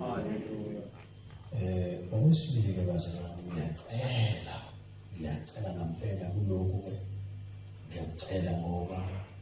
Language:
Zulu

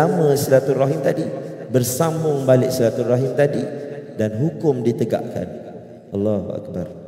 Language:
Malay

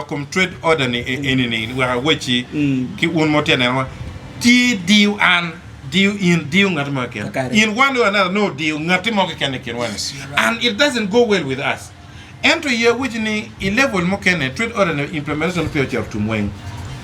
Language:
Acoli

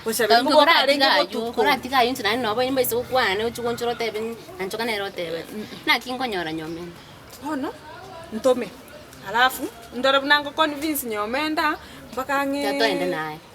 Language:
Gusii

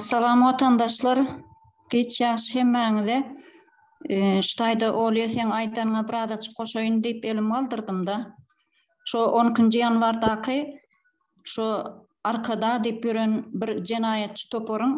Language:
Turkmen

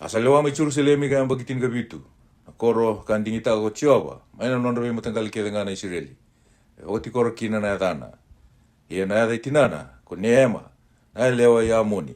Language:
Fijian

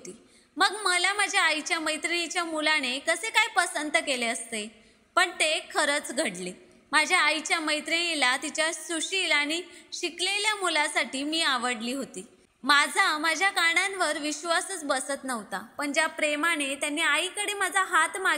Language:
Marathi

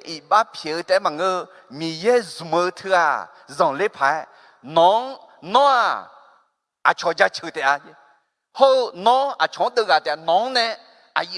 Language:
Akha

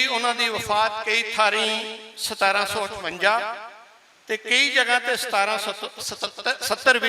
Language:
Western Panjabi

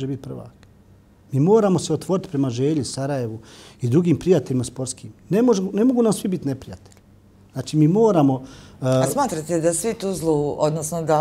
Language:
Bosnian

